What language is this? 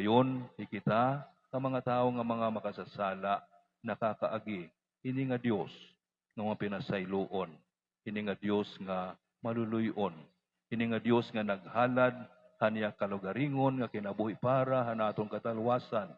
Waray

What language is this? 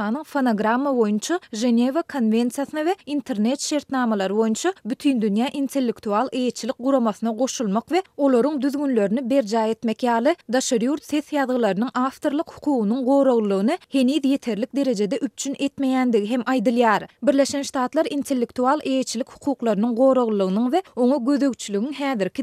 Turkmen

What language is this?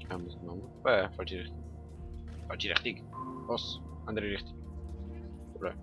Swiss German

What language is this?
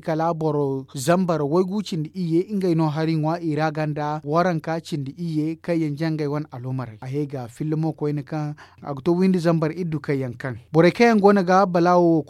Zarma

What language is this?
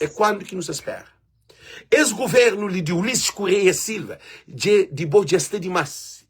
Kabuverdianu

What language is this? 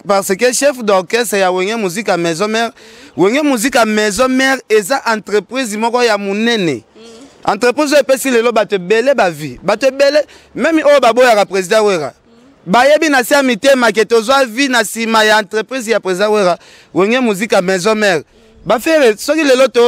Lingala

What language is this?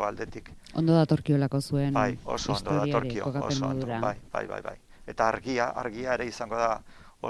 Basque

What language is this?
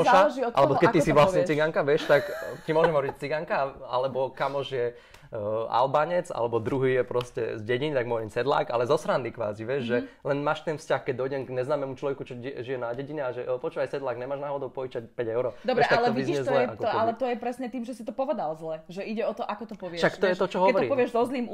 Slovak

